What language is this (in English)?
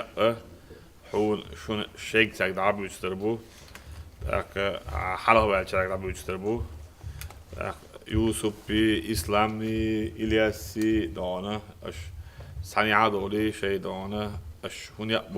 Chechen